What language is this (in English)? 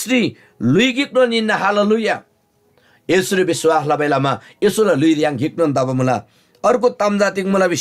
Eastern Tamang